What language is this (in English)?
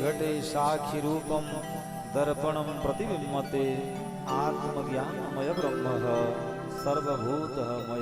Chhattisgarhi